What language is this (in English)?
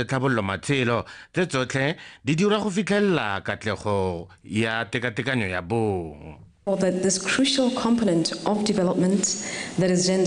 Tswana